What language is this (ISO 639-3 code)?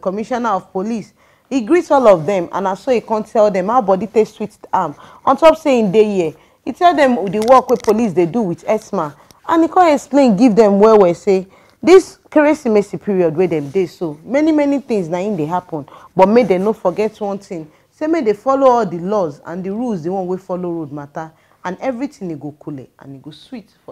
pcm